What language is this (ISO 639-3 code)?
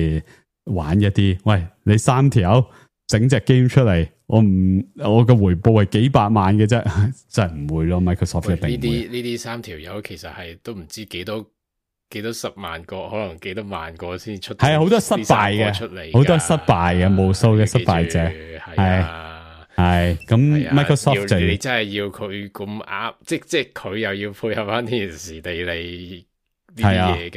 yue